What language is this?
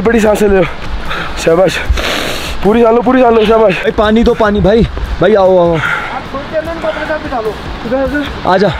Hindi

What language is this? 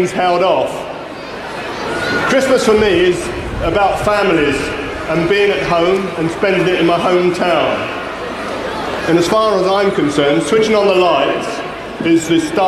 English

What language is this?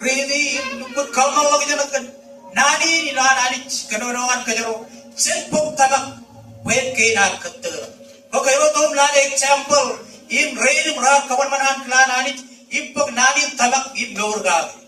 Marshallese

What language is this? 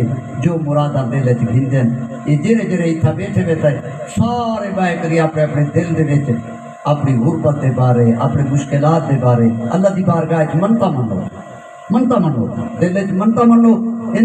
Saraiki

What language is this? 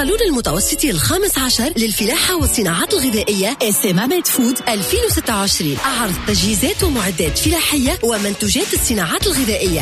Tunisian Arabic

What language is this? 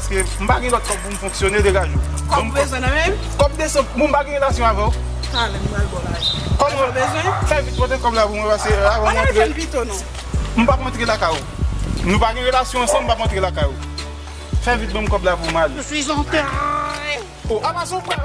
Haitian Creole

